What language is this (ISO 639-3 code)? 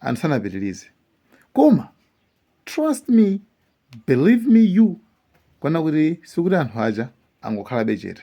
nya